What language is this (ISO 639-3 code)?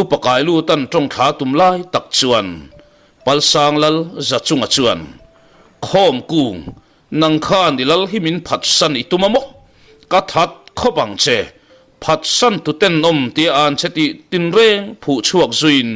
lus